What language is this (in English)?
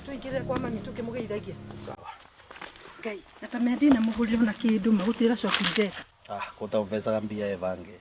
Kikuyu